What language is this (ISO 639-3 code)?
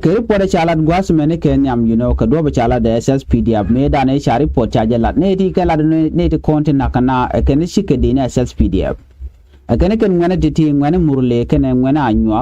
nus